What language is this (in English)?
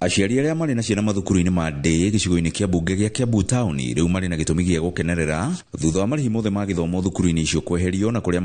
Kikuyu